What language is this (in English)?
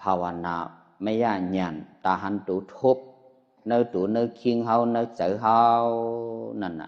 Shan